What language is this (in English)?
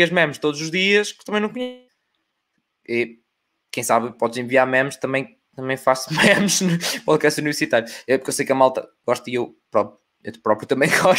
Portuguese